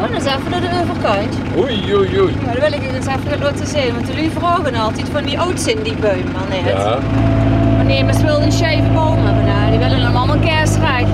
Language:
Limburgish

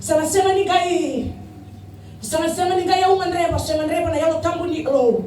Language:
Fijian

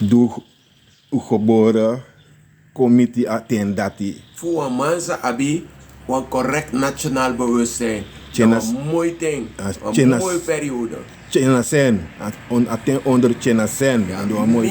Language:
Sranan Tongo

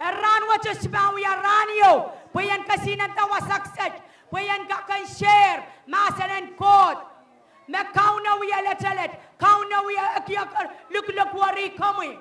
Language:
Pohnpeian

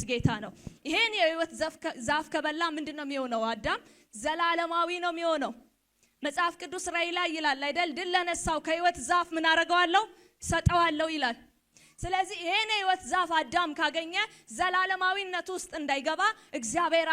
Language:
Amharic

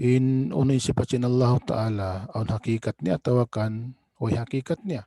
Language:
Tausug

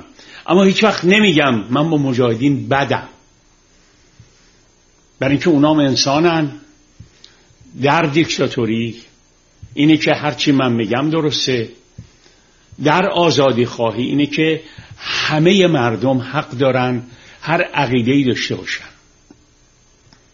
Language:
Persian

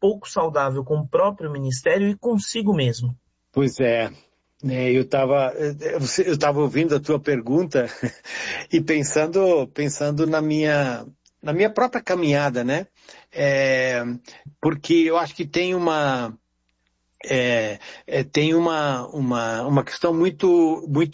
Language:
Portuguese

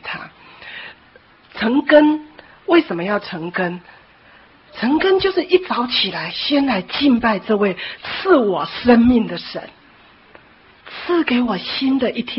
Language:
Chinese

